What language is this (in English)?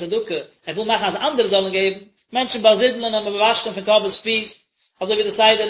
Yiddish